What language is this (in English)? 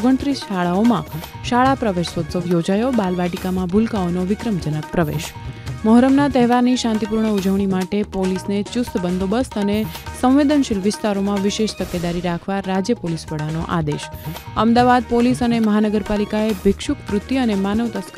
Gujarati